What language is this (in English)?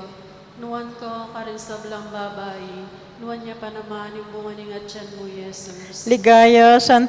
Pampanga